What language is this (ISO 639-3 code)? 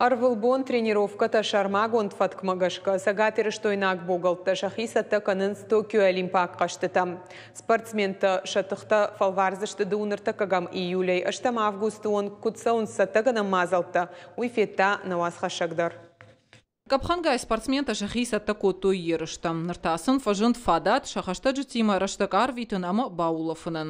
oss